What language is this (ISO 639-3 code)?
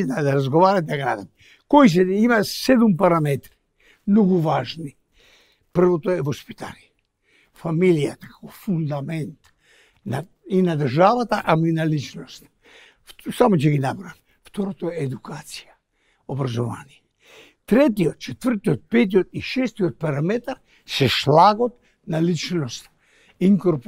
mkd